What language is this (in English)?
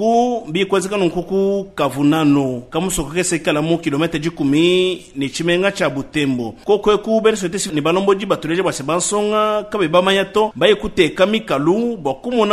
Luba-Lulua